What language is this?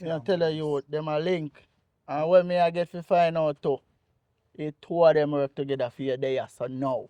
Jamaican Creole English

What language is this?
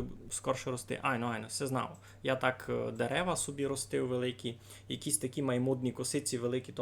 Rusyn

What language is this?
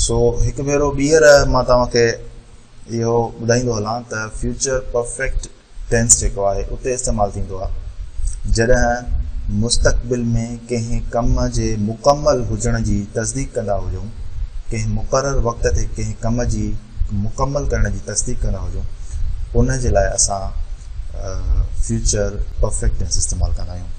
Sindhi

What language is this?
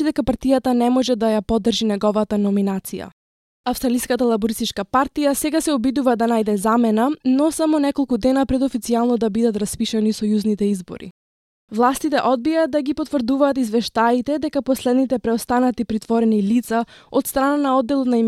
Macedonian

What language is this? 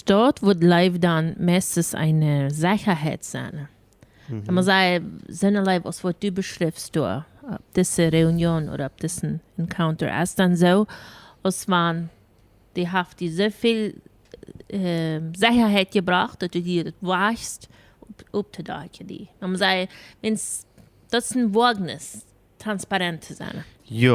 Plautdietsch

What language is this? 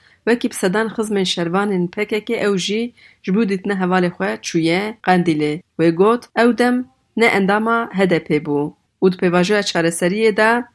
Kurdish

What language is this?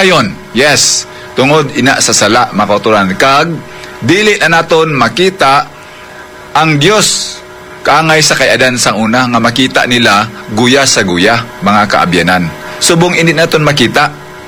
Hiligaynon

